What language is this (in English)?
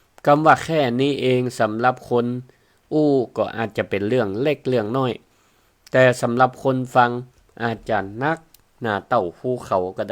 Northern Thai